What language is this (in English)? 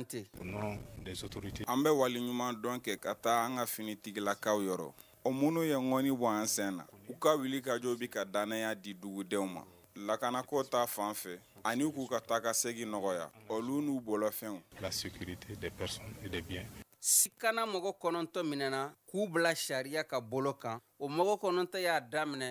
Bambara